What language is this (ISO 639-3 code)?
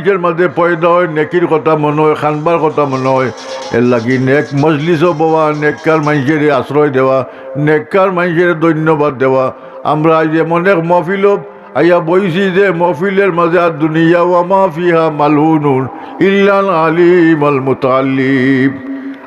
syl